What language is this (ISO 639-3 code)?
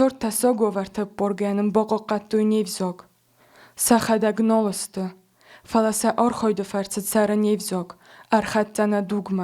oss